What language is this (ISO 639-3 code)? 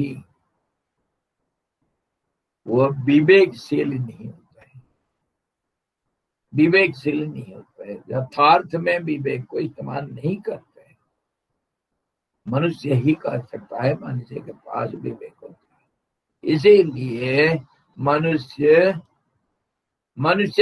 hin